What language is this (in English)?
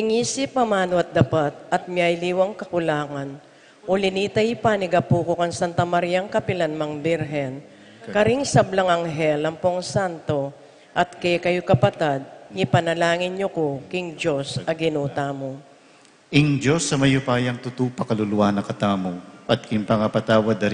Pampanga